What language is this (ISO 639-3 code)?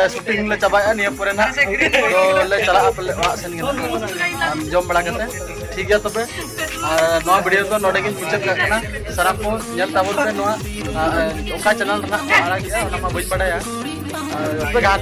sat